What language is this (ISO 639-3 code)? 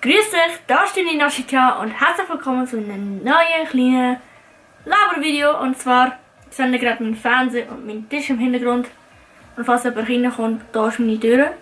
gsw